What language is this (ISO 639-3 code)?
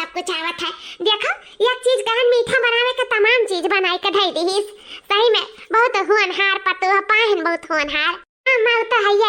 awa